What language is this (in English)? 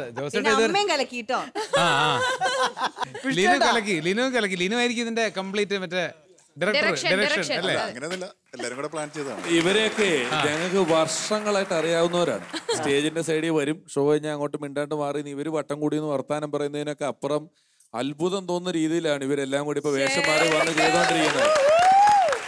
Malayalam